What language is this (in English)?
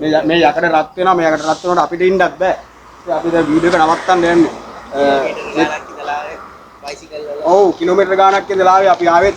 Sinhala